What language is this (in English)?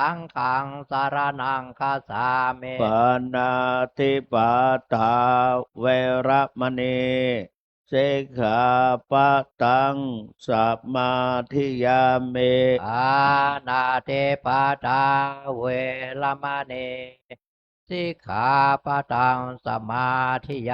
Pali